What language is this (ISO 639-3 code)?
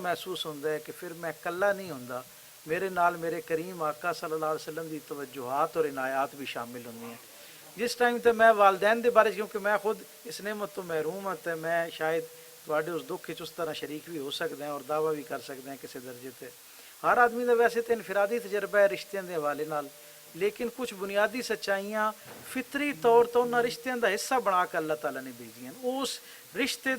lah